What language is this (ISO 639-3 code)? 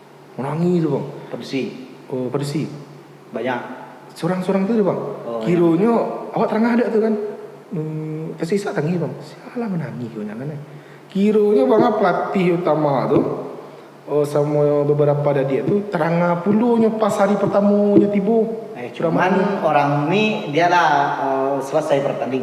min